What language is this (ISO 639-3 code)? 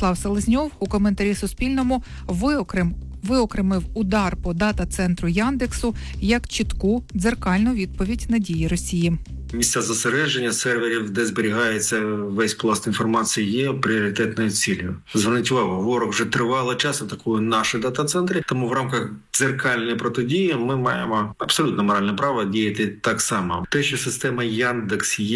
ukr